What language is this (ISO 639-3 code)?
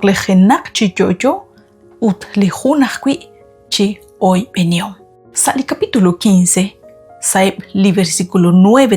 kek